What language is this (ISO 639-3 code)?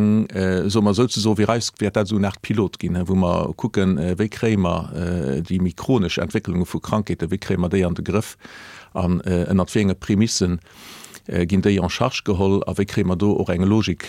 ltz